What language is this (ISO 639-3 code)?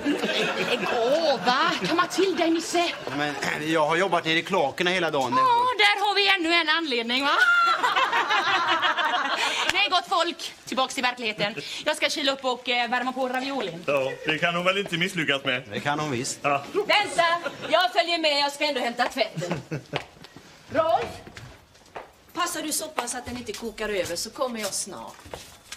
swe